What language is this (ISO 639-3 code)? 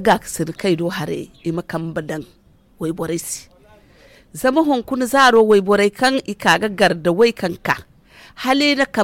dje